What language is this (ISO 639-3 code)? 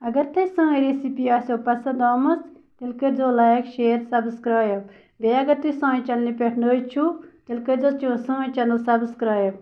kas